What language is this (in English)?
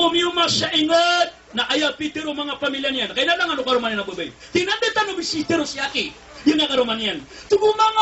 Maranao